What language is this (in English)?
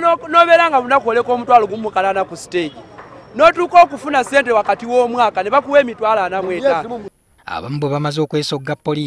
Ganda